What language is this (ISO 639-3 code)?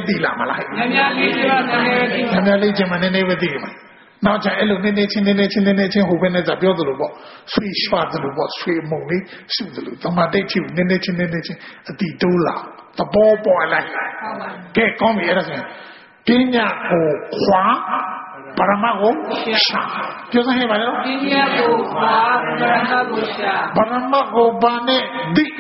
mya